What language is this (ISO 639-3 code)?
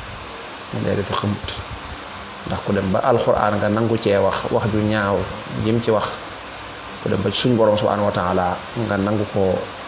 wol